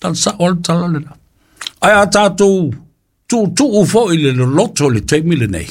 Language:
Samoan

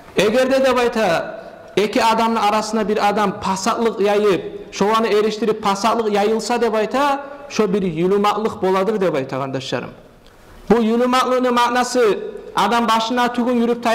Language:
Kumyk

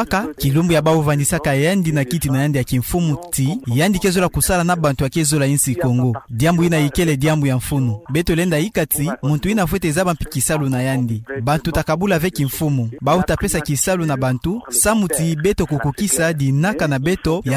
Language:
Kituba (Democratic Republic of Congo)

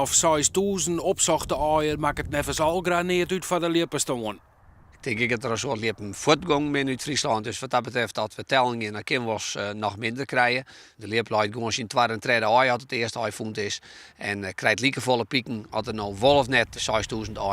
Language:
Western Frisian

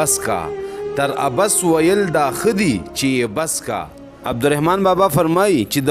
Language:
Pashto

